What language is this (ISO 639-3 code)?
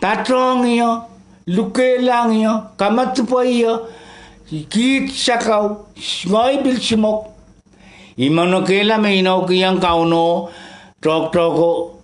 pon